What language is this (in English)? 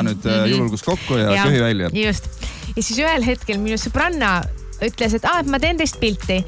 Estonian